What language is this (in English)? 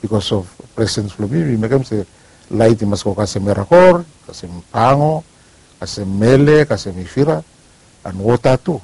Bislama